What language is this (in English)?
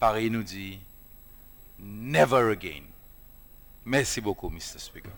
Seselwa Creole French